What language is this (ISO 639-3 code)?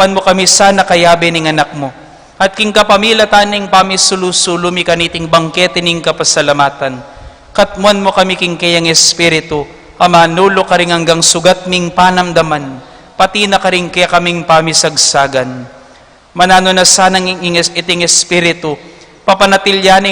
pam